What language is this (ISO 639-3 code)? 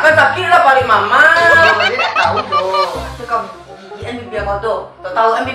min